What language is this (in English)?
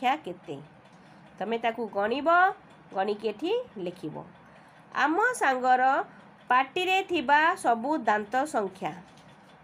Odia